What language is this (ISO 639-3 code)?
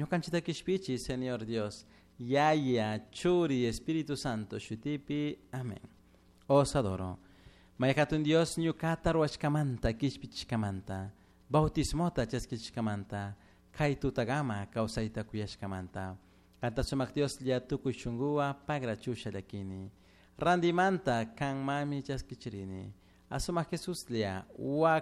qug